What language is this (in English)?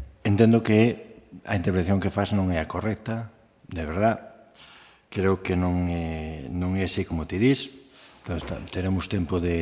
Galician